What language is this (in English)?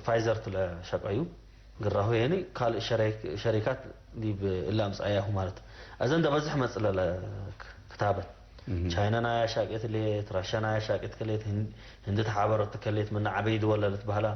Tigre